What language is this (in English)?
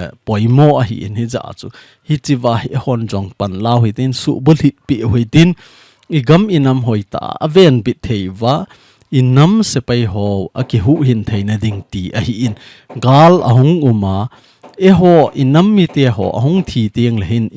Thado Chin